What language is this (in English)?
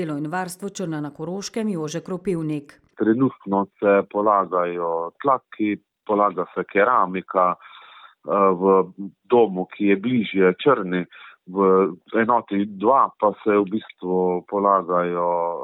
Slovenian